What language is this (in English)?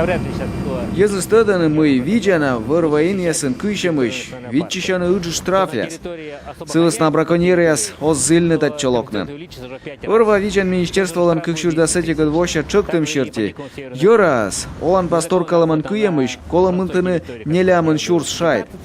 Komi